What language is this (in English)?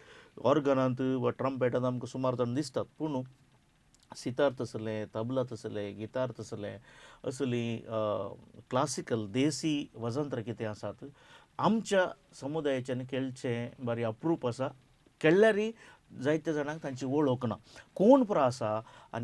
Konkani